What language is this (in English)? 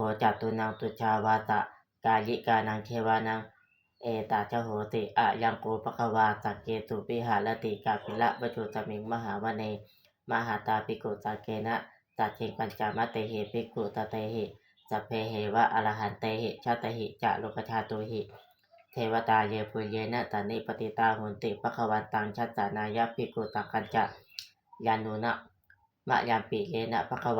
Pali